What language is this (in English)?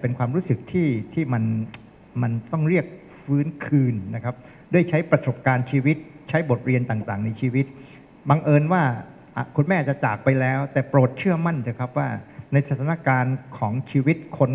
Thai